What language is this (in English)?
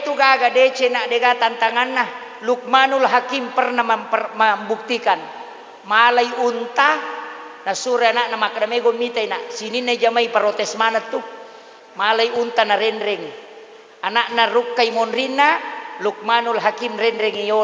Buginese